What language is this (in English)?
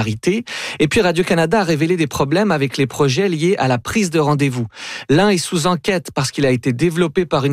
French